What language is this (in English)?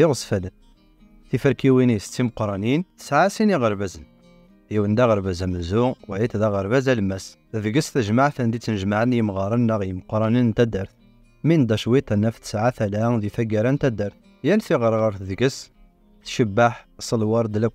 Kabyle